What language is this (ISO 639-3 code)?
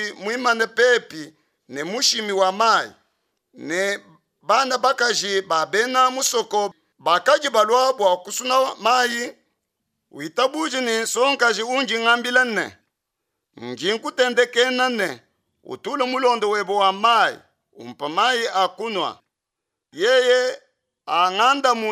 lua